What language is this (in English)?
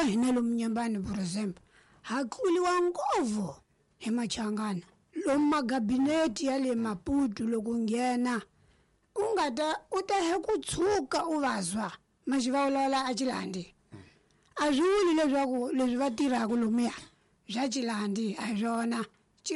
Tsonga